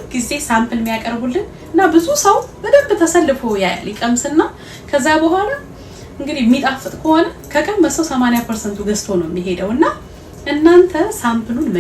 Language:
Amharic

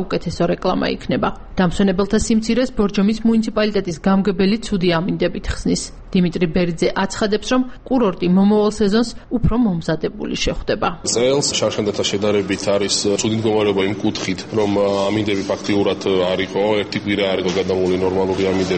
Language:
Georgian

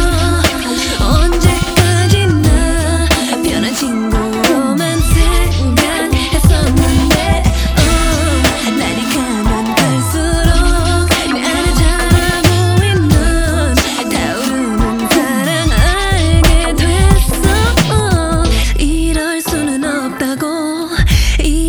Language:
Korean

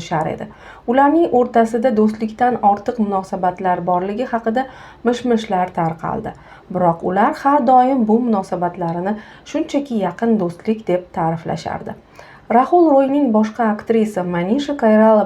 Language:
Uzbek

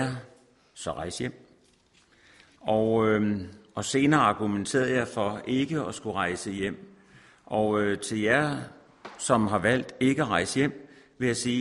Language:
Danish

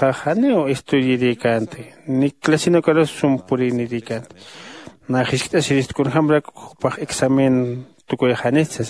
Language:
Aymara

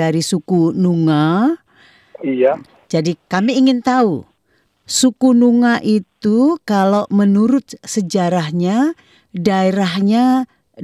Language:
Indonesian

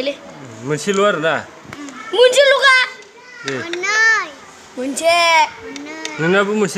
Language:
Bodo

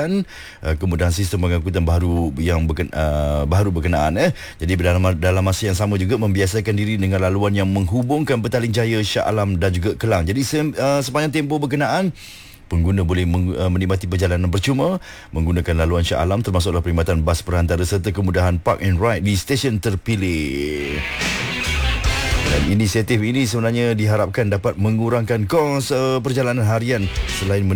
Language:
Malay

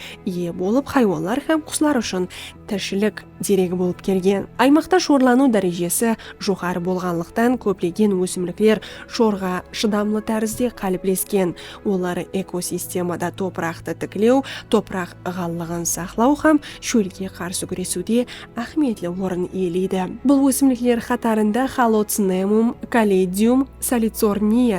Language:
Kara-Kalpak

